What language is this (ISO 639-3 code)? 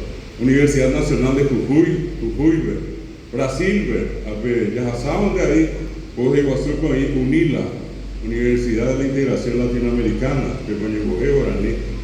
grn